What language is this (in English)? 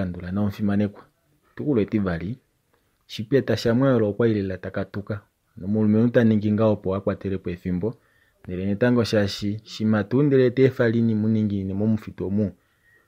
Kuanyama